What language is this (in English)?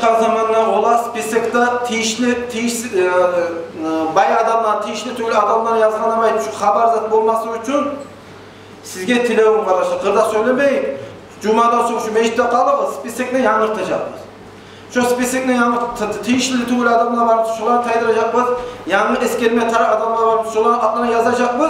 Kumyk